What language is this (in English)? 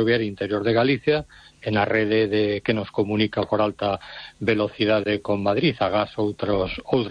Galician